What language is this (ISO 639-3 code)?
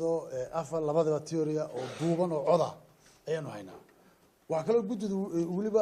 som